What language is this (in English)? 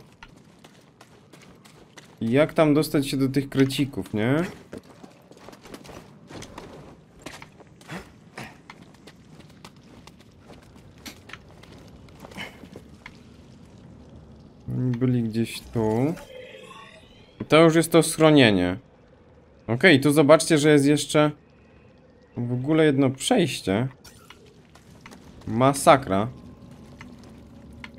Polish